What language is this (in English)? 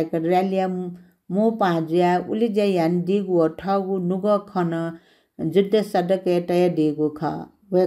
Newari